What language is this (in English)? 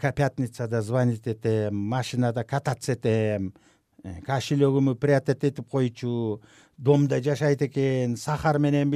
Kyrgyz